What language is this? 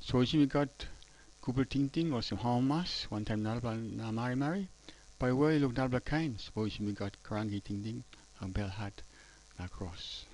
Tok Pisin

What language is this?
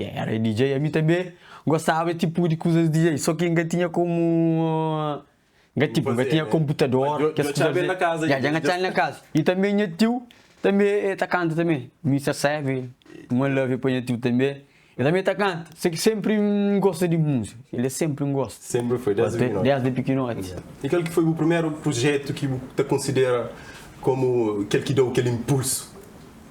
Kabuverdianu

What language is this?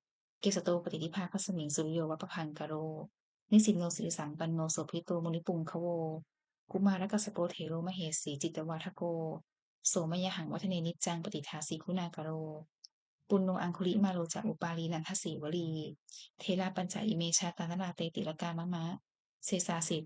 Pali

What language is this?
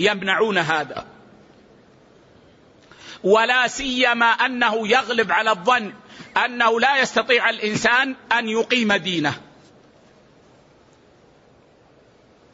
Arabic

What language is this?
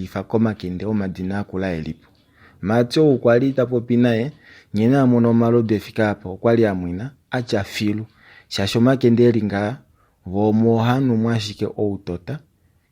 Kuanyama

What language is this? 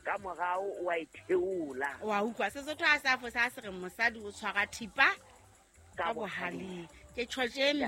Southern Sotho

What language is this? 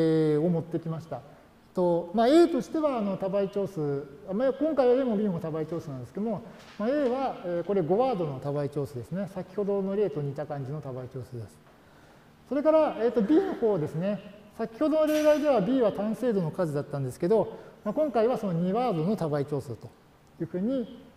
Japanese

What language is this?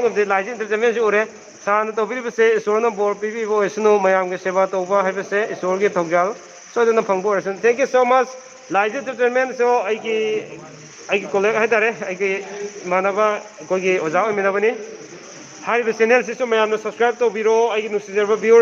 Manipuri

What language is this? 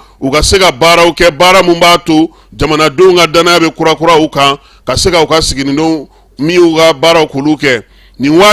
Bambara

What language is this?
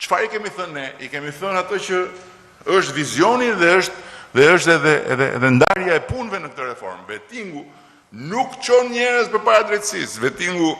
Albanian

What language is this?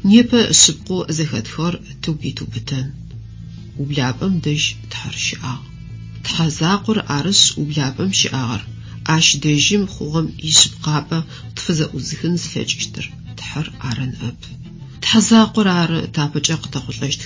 Adyghe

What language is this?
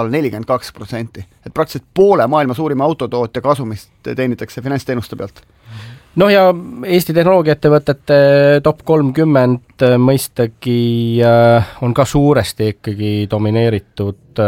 Estonian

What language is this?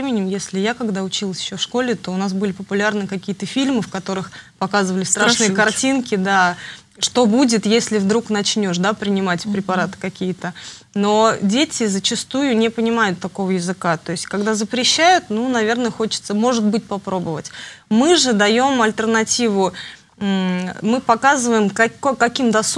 Russian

